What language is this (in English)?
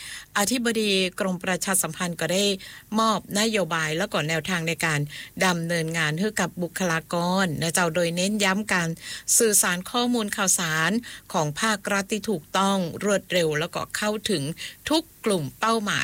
Thai